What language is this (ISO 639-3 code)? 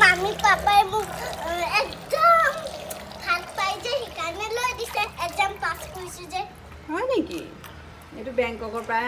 asm